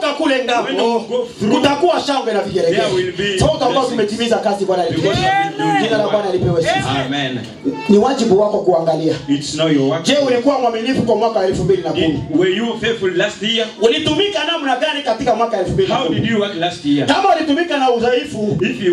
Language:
Swahili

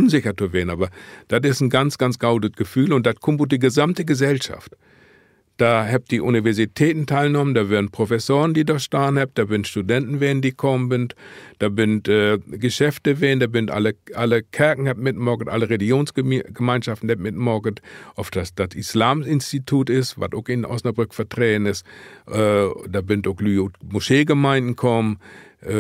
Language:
Low German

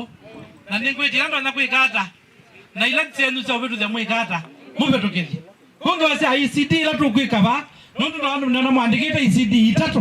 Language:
Kamba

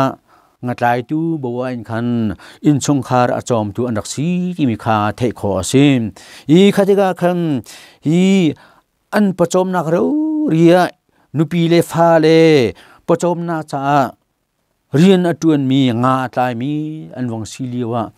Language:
Hakha Chin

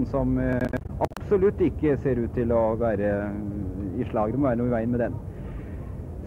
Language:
Norwegian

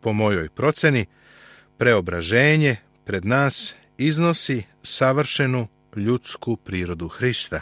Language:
Serbian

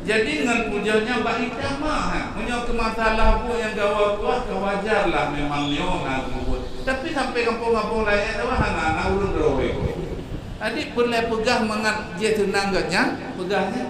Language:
Achinese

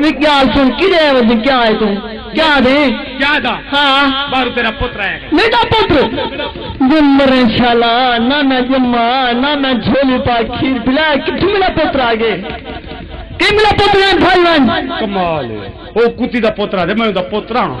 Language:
Saraiki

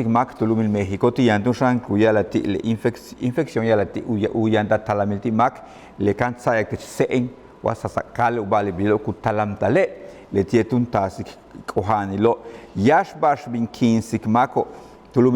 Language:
Yucateco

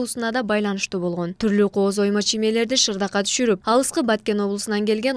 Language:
Kyrgyz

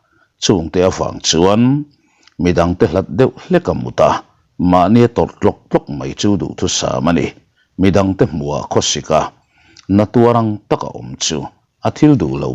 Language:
Mizo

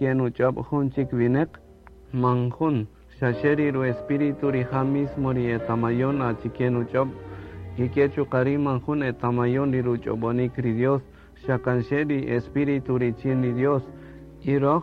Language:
Kaqchikel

